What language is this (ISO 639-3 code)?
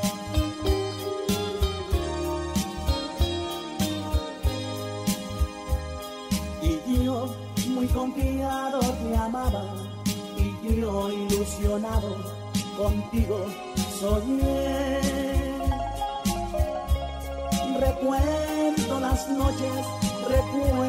spa